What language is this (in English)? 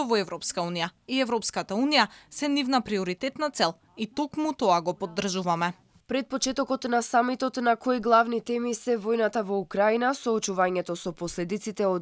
Macedonian